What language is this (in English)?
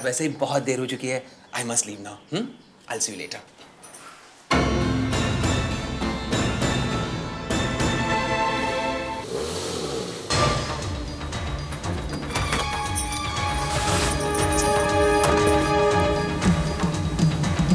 Hindi